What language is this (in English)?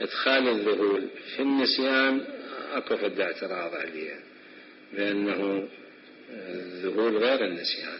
Mesopotamian Arabic